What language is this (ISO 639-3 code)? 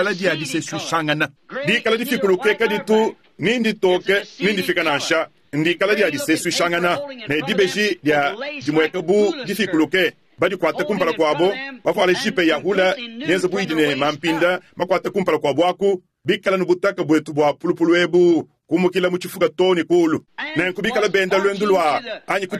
lua